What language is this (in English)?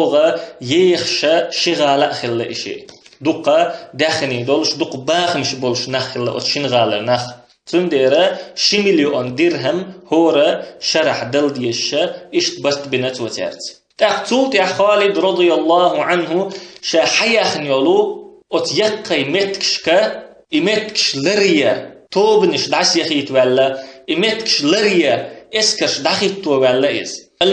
Chechen